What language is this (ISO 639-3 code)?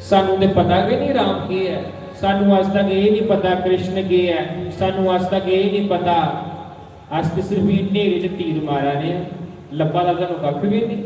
doi